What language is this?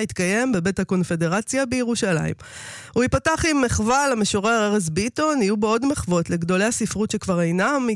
Hebrew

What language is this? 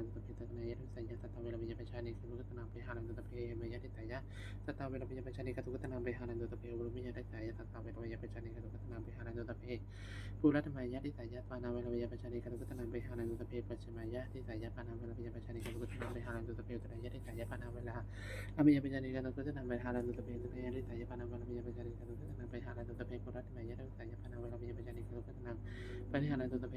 Pali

